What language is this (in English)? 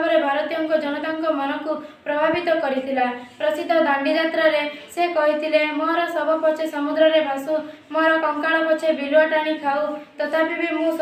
Odia